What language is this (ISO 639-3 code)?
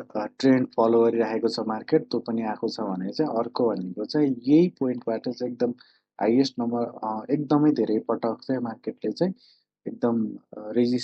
nep